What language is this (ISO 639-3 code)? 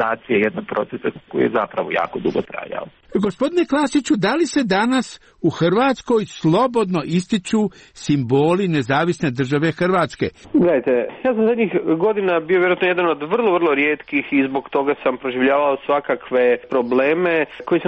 hrv